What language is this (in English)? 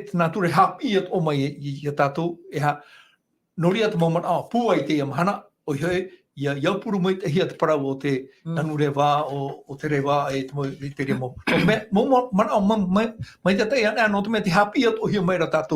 Tahitian